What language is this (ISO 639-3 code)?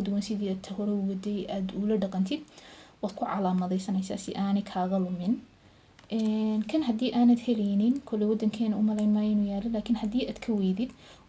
som